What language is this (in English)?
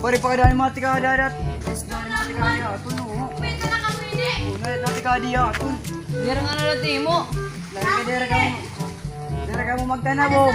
Waray